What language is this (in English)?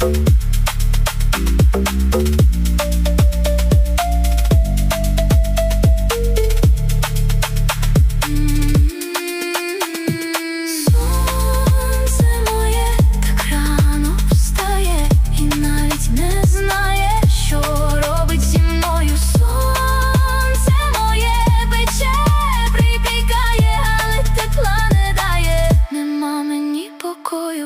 Ukrainian